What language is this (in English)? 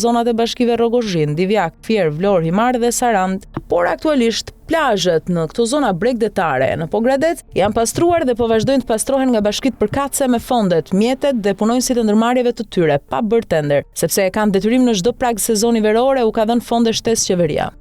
Albanian